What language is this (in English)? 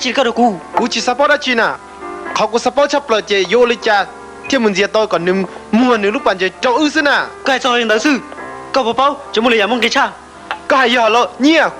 Hmong